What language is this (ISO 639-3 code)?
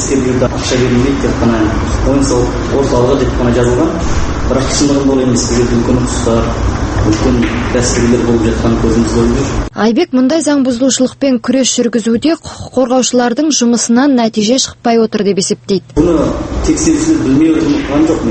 kaz